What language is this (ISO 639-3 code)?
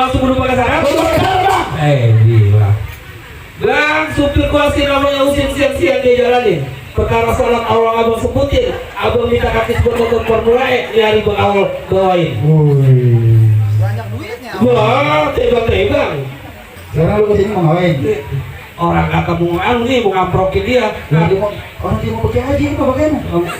bew